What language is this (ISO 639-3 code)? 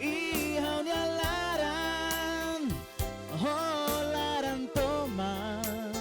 tet